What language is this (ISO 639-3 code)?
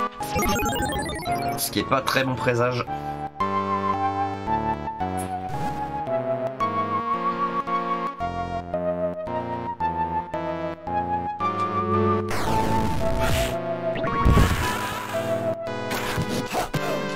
fra